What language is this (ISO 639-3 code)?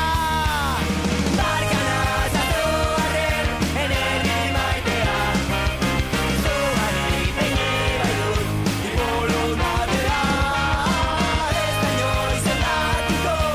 eus